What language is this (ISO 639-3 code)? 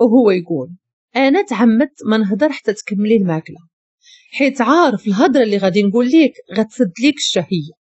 ary